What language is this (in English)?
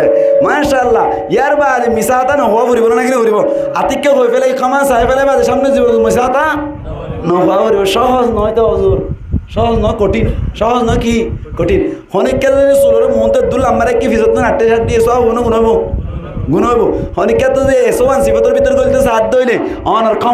Rohingya